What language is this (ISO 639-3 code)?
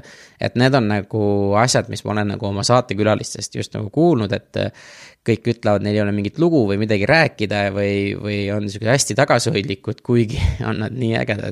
est